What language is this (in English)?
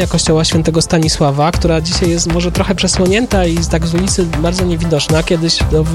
Polish